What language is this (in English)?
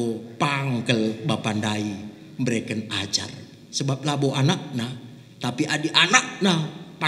Batak Karo